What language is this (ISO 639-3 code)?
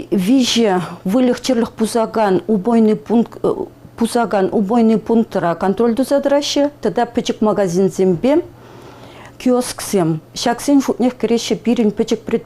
chv